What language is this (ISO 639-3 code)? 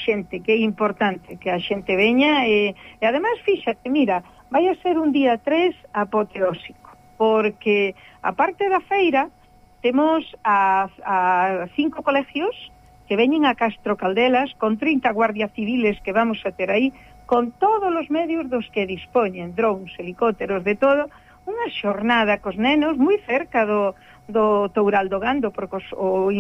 glg